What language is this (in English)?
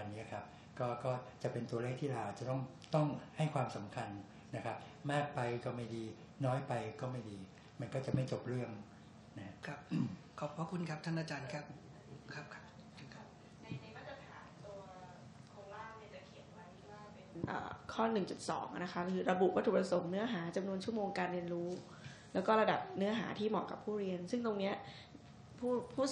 Thai